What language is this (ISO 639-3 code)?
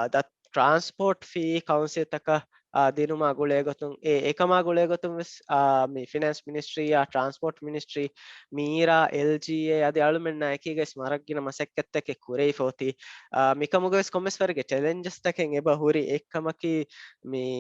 div